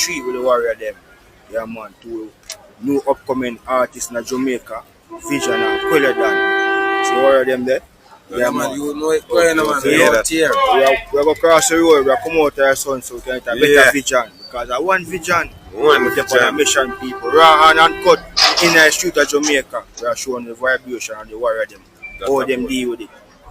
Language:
Jamaican Creole English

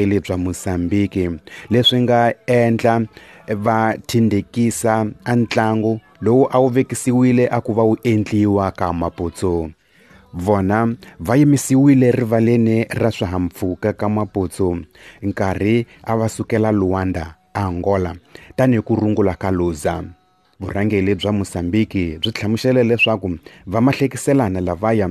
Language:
Tsonga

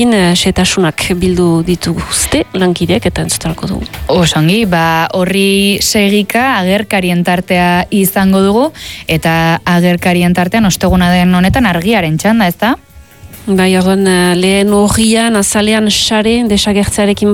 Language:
Basque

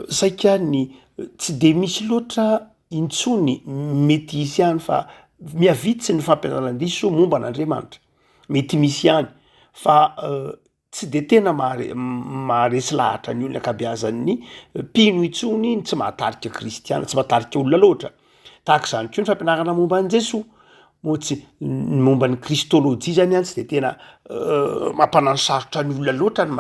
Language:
Malagasy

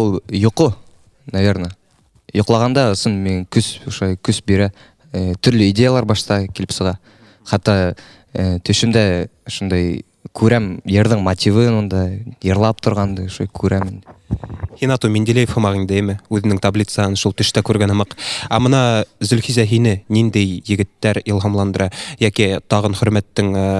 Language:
Bashkir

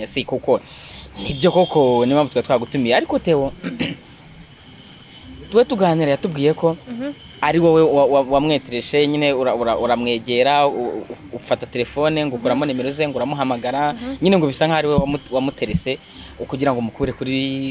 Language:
Kinyarwanda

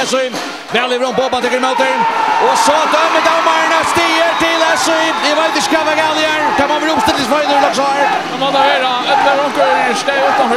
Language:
Faroese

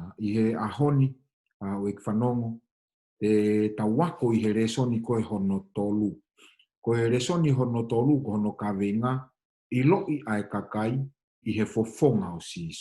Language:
Tongan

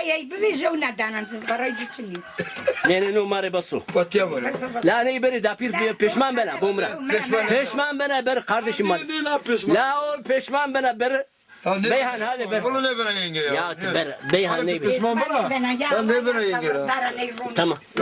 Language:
Zaza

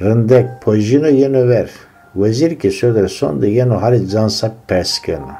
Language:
Zaza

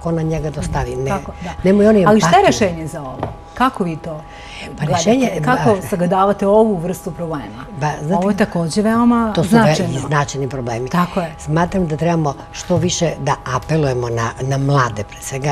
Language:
Serbian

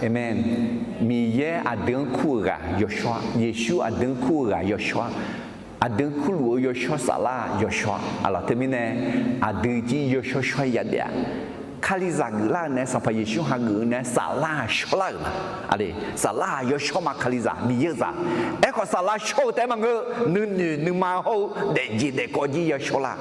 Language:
Akha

